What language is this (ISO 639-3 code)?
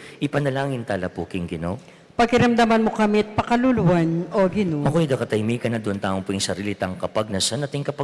pam